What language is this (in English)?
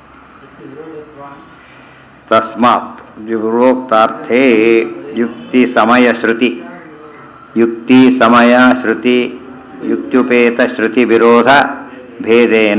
Kannada